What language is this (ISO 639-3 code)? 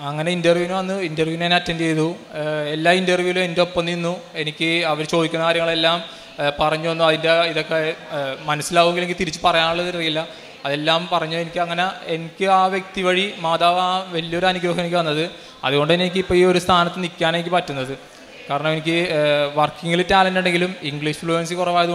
mal